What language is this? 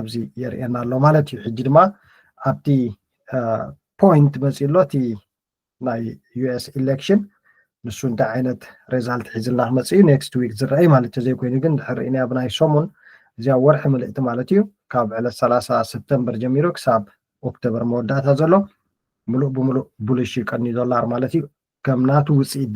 Tigrinya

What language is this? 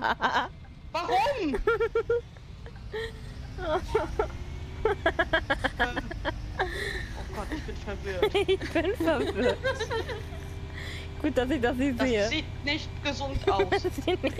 German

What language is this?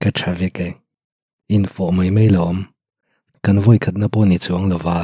Mizo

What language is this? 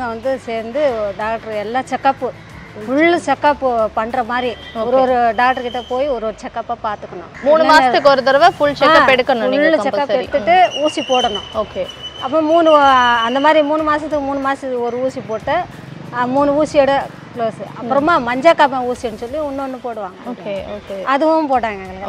Tamil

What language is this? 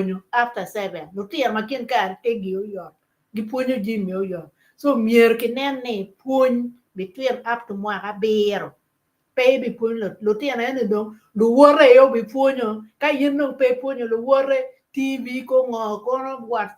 Acoli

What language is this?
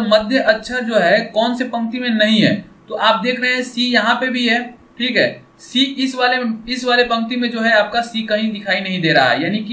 Hindi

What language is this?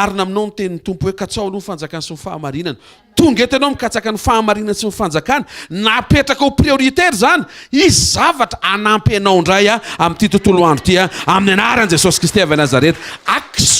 Malagasy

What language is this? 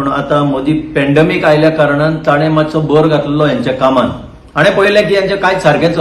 Konkani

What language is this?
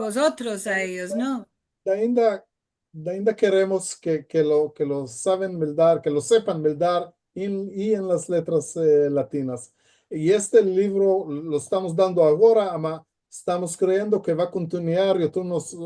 Ladino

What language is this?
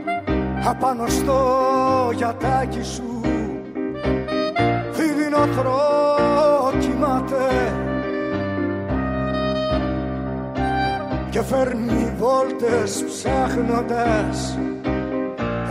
Greek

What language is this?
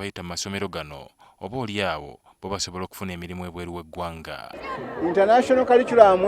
Ganda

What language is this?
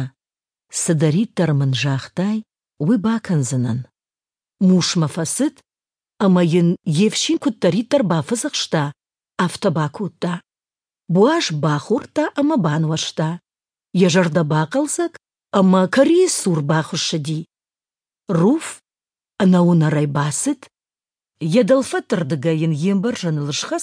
Ossetic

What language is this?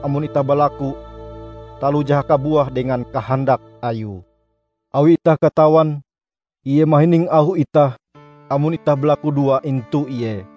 Ngaju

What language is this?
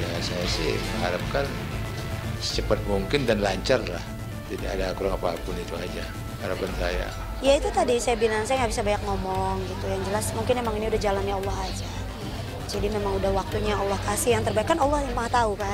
Indonesian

